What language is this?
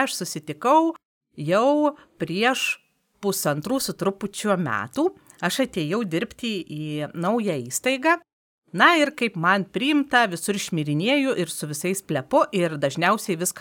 Lithuanian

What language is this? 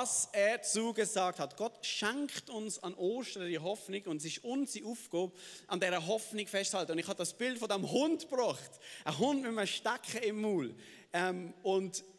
Swiss German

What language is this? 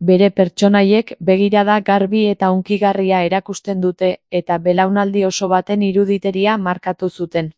Basque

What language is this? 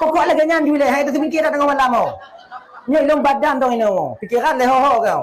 Achinese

